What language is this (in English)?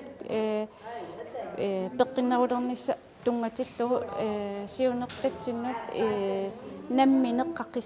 Kalaallisut